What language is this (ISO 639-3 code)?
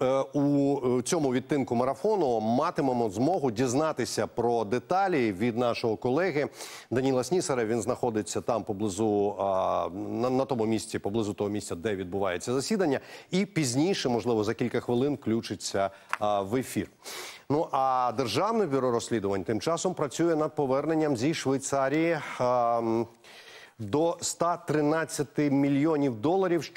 ukr